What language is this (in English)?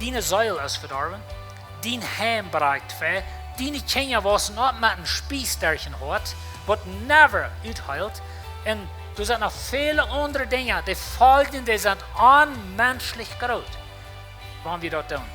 Plautdietsch